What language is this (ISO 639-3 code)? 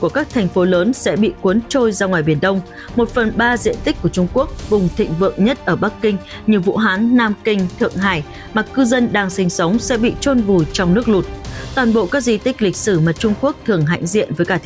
vie